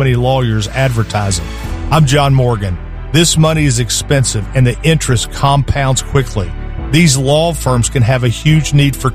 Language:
English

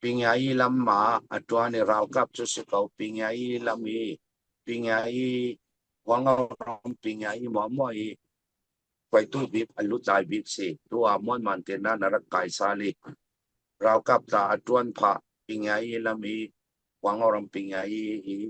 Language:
Falam Chin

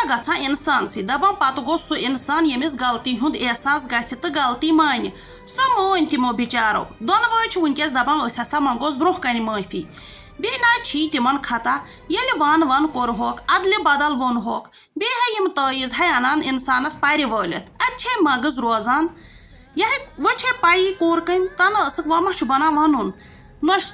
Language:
Kashmiri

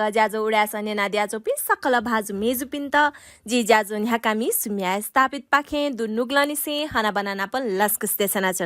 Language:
Newari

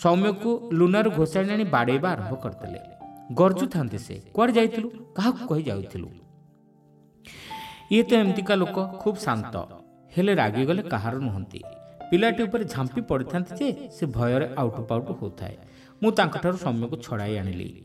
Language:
Odia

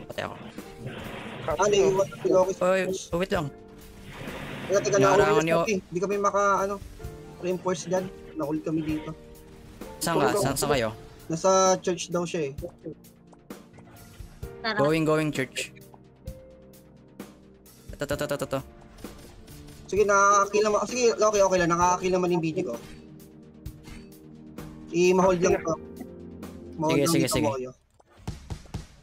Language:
Filipino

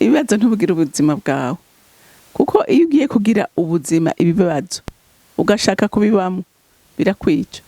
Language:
Rundi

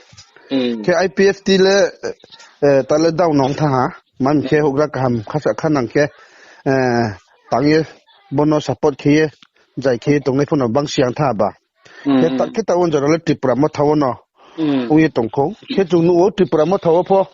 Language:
Riang (India)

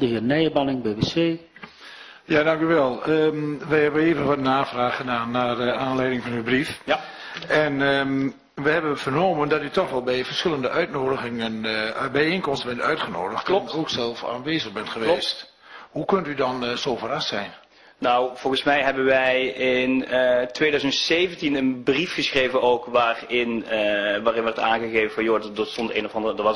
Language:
Dutch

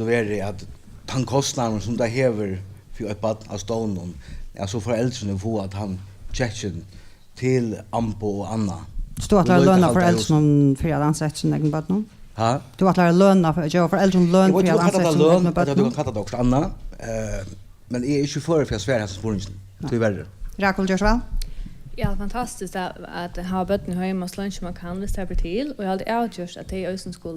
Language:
Faroese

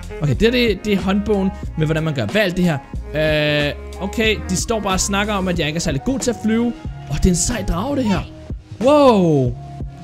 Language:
Danish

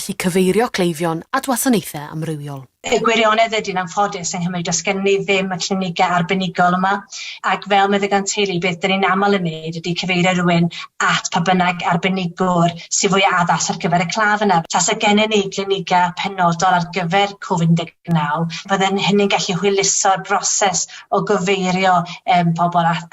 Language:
Welsh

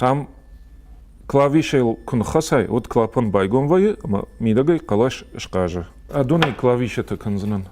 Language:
Ossetic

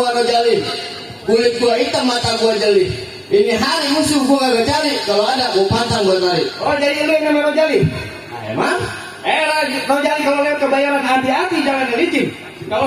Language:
Betawi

